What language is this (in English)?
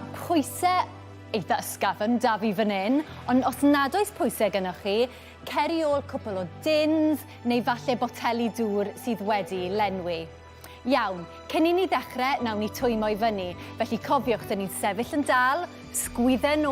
Welsh